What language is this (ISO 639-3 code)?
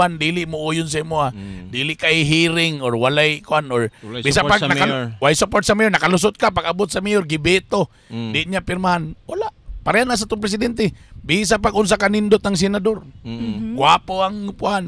ceb